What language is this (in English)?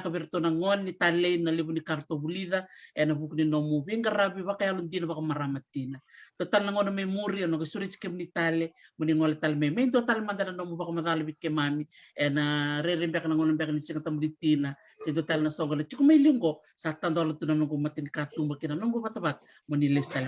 Fijian